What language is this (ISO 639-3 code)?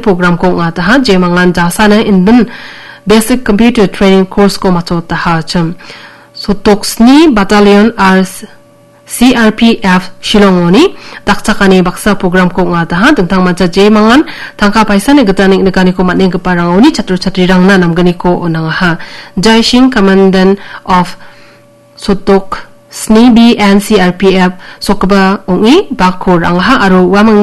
grt